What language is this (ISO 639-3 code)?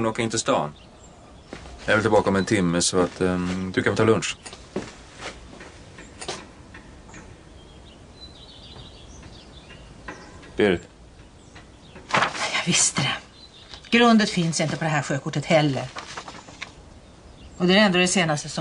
swe